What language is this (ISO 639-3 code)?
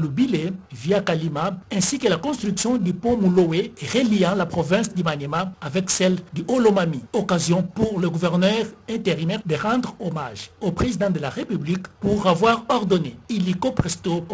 fra